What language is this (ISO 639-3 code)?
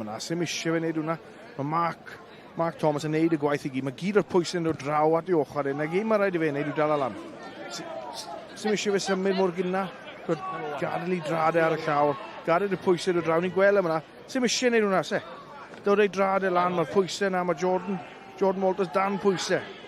cym